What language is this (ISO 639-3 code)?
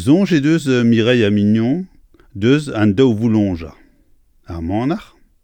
bre